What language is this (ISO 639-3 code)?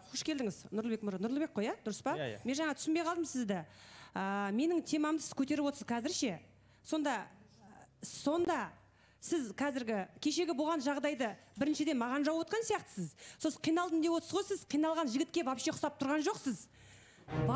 kaz